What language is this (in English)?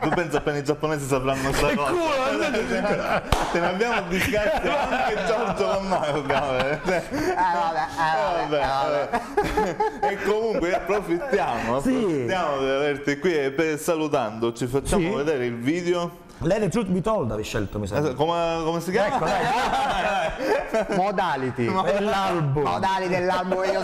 Italian